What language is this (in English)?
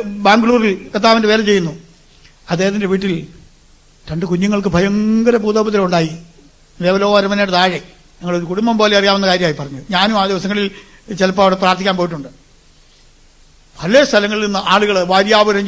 Malayalam